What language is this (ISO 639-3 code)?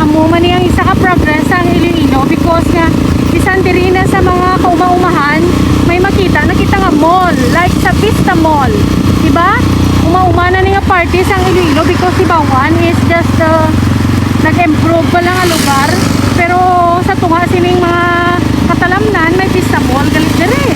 hil